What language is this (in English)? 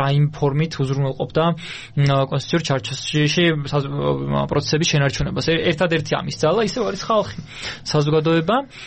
Georgian